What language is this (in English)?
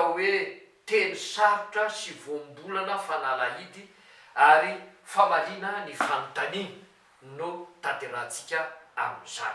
Malagasy